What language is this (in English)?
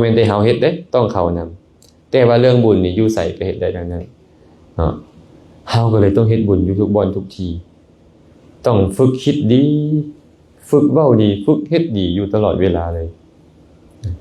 Lao